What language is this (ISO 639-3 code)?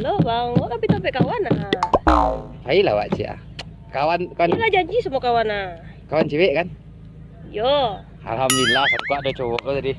min